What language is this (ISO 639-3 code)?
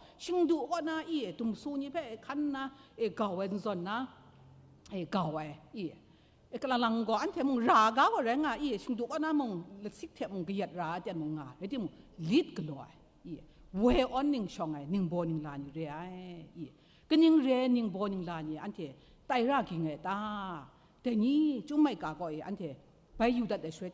kac